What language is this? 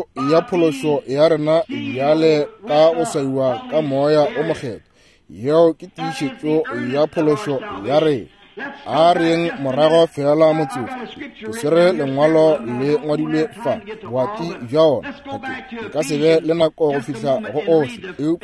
Northern Sotho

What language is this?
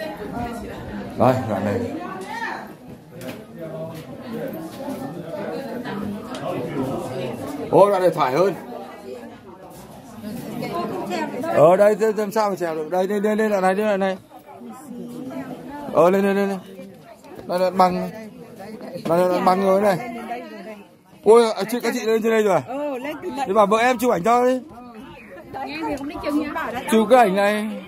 Vietnamese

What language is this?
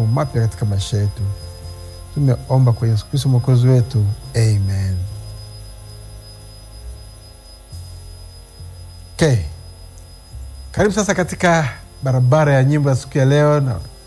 Swahili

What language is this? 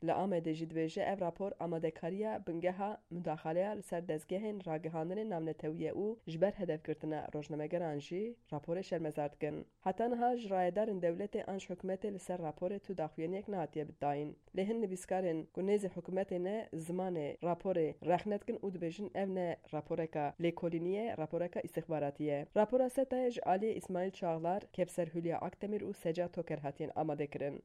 Kurdish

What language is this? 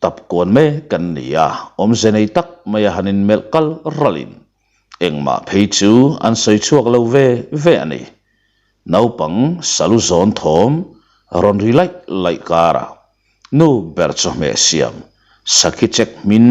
Mizo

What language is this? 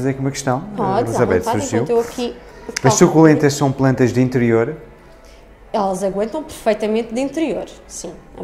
Portuguese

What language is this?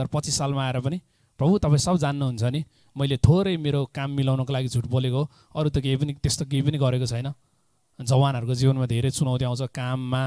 Nepali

